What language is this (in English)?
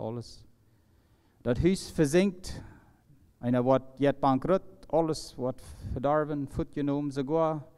Plautdietsch